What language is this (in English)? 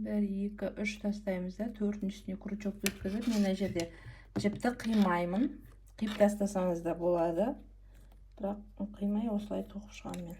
Kazakh